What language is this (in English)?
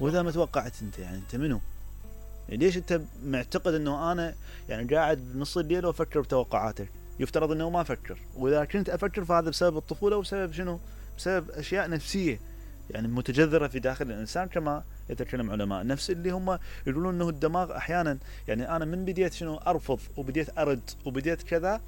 Mesopotamian Arabic